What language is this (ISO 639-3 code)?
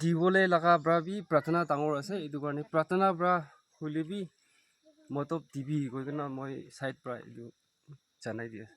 nag